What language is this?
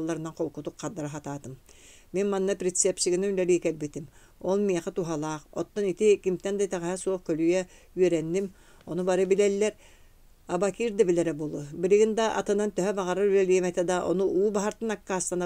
Yakut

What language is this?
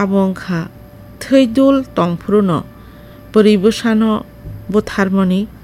Kok Borok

